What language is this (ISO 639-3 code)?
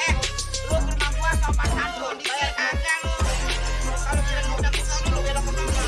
bew